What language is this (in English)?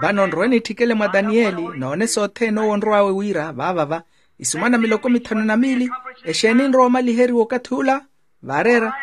Makhuwa